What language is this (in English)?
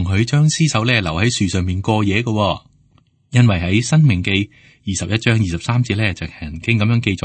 Cantonese